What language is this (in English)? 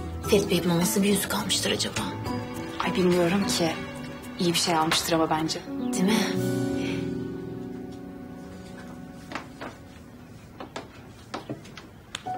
Turkish